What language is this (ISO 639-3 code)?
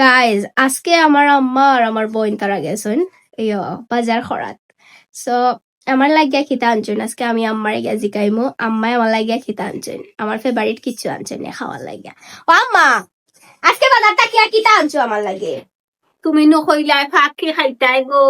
syl